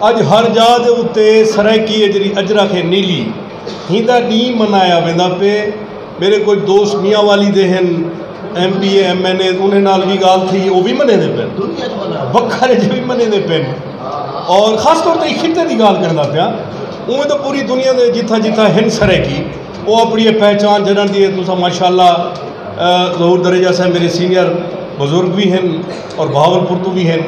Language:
Saraiki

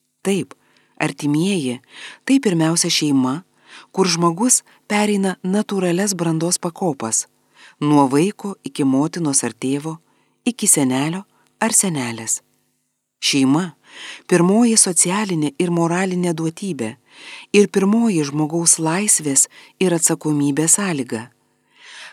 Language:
Lithuanian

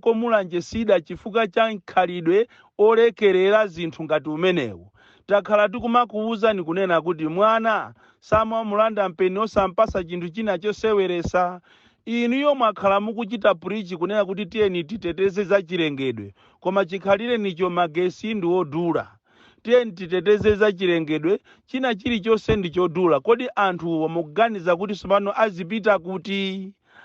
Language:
Nyanja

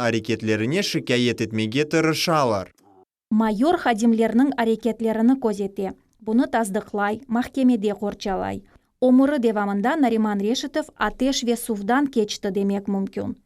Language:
Crimean Tatar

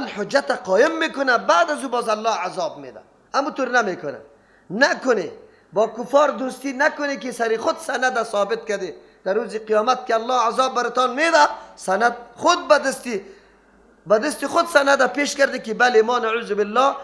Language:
Persian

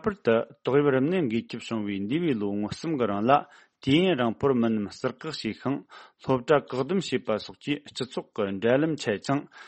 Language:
Tibetan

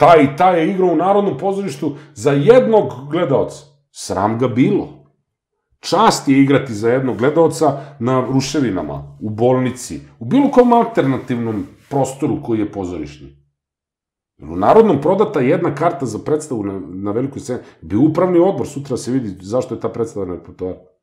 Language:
Serbian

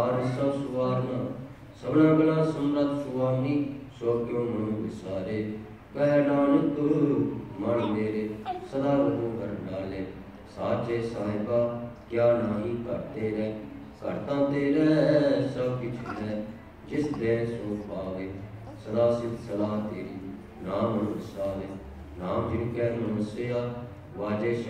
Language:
Punjabi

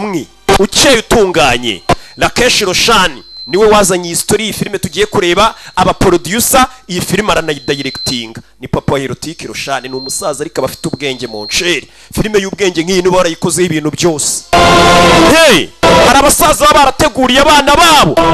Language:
Kinyarwanda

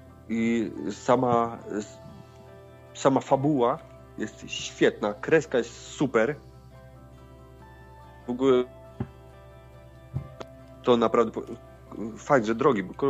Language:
Polish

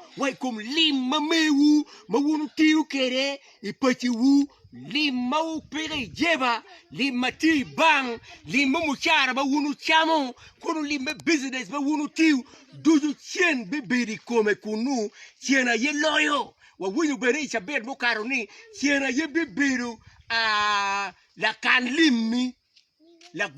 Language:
Acoli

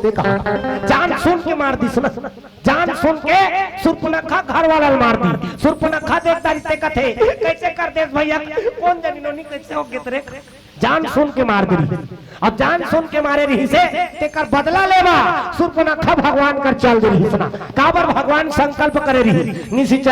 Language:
Chhattisgarhi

